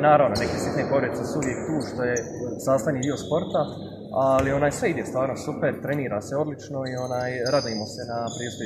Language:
Croatian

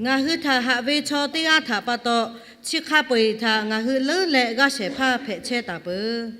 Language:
Lahu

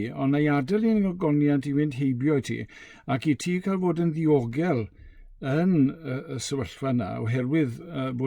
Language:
Welsh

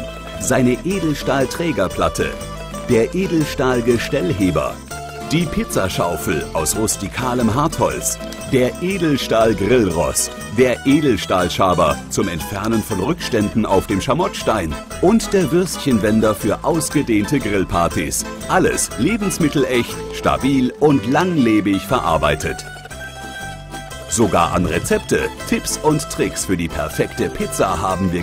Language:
German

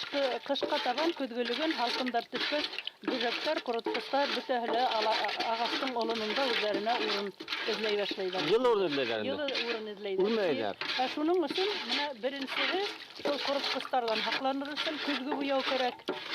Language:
Bashkir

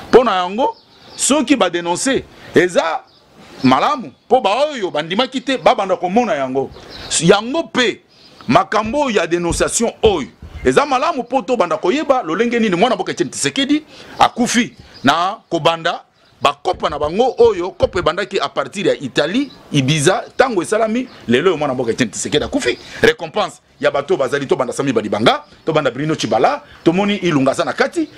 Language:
Lingala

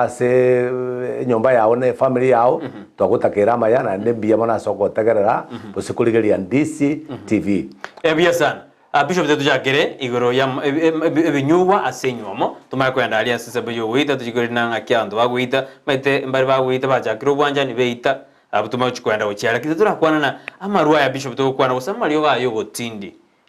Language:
Gusii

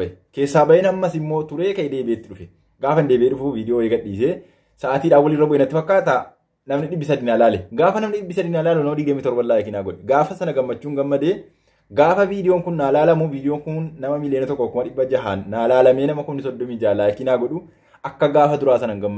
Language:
Oromo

